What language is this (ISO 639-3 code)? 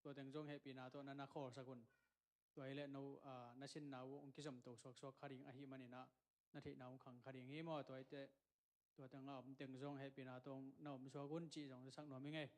ctd